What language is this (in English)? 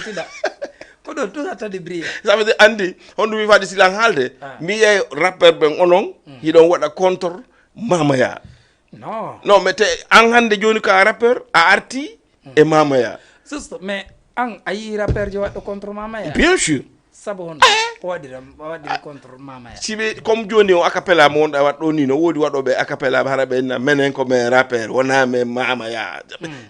Fula